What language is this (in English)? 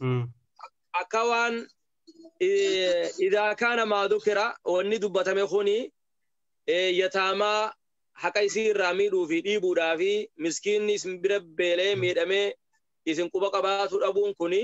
Oromo